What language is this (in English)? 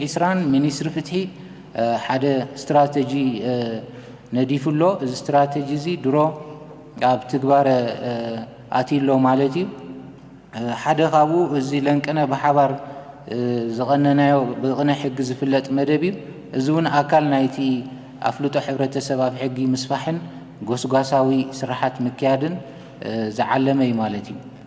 Tigrinya